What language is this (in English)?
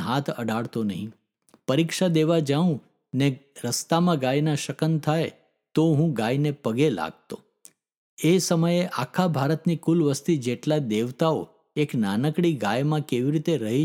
Gujarati